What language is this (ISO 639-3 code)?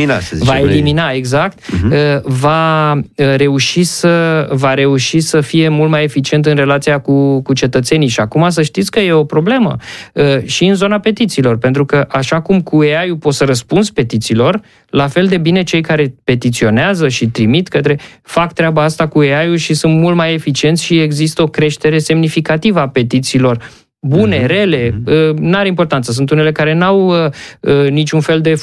ron